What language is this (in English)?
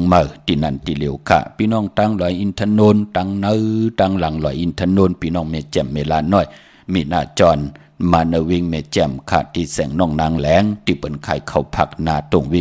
Shan